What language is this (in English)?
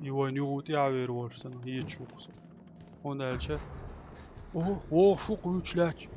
Chechen